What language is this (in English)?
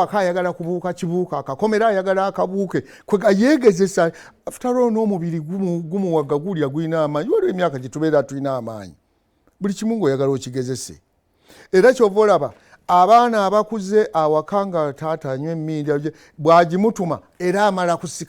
Ganda